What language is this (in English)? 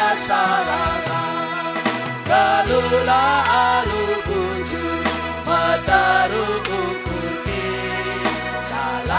Batak Karo